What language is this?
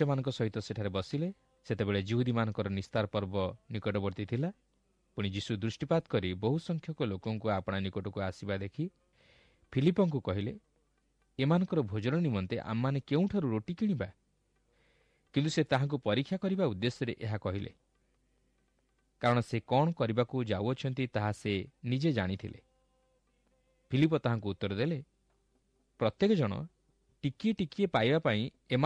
Odia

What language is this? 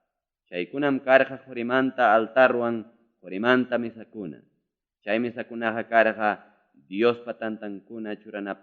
Ayacucho Quechua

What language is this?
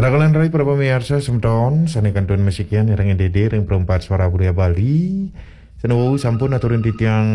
Balinese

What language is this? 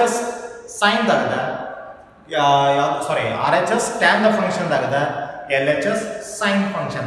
Kannada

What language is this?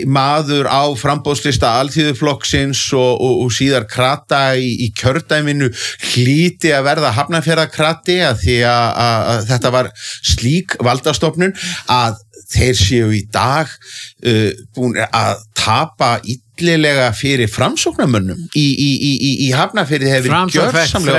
Icelandic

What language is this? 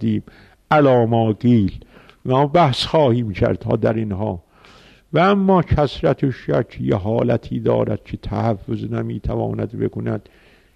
Persian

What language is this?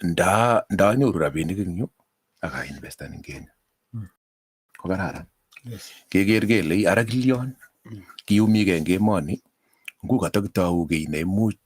Kalenjin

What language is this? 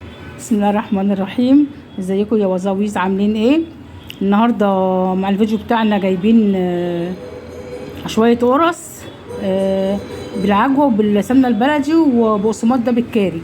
Egyptian Arabic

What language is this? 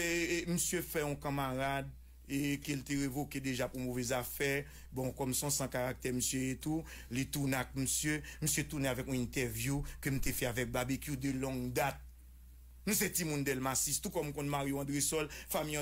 Haitian Creole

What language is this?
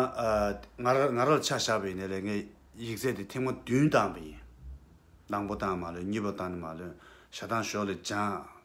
Tibetan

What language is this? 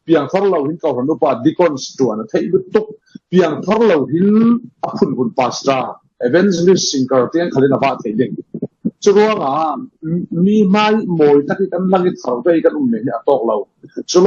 Falam Chin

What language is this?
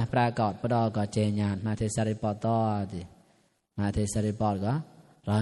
Mon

